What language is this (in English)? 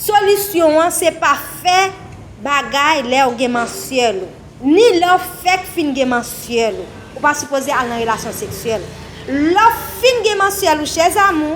Haitian Creole